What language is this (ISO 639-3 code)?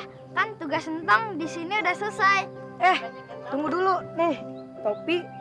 bew